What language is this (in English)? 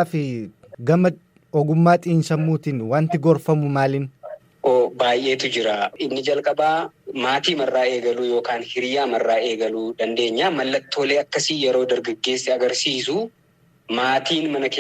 Oromo